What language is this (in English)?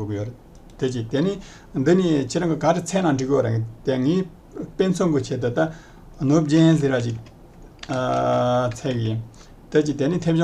Tibetan